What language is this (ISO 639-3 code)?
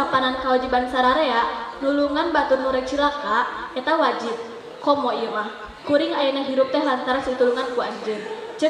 sun